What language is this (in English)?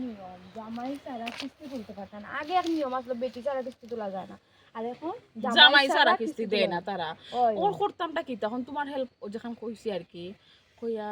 Sylheti